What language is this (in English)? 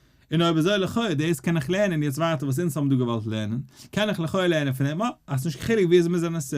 Yiddish